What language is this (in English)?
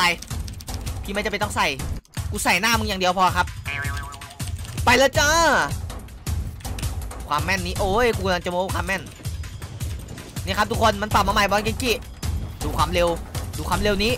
Thai